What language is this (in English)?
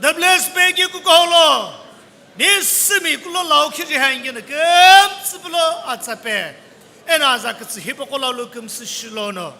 Sumi Naga